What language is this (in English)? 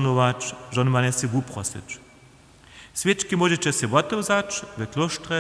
Upper Sorbian